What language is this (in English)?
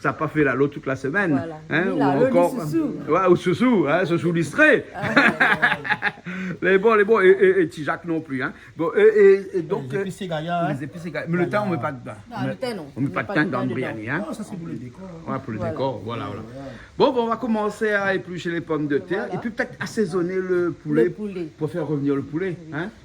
Réunion Creole French